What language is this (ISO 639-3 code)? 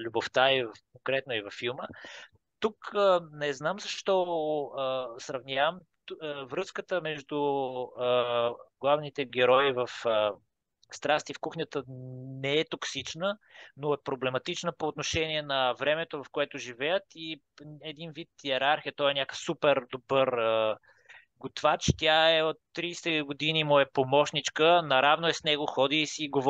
bul